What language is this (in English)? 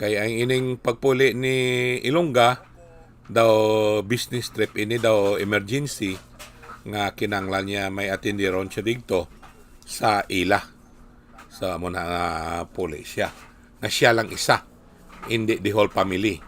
Hiligaynon